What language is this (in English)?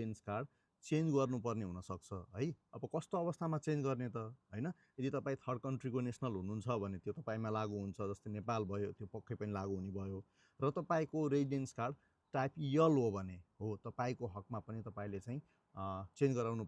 Nepali